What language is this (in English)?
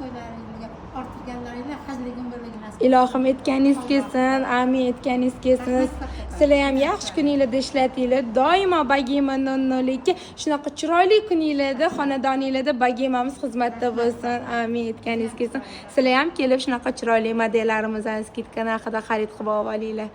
Uzbek